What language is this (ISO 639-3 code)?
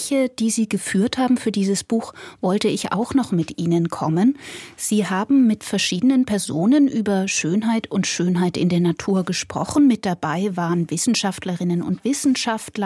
deu